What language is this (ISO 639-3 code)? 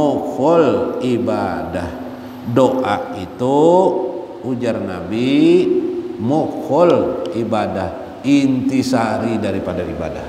ind